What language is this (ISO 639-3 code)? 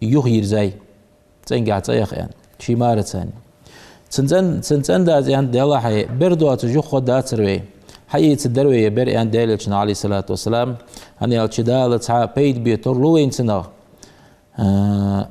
inh